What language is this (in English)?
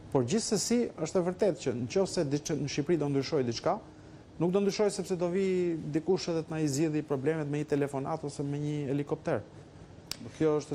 Albanian